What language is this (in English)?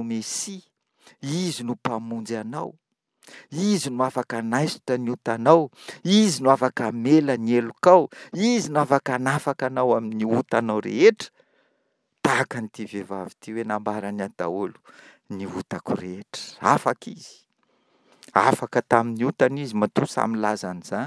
Malagasy